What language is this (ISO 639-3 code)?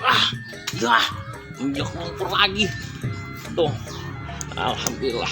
bew